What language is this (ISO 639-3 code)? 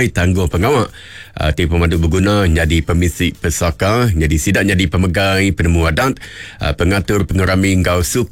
iba